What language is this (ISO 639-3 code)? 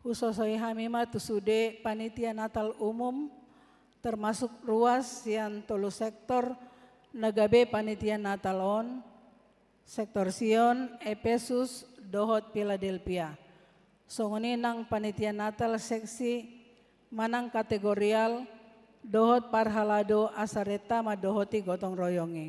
bbc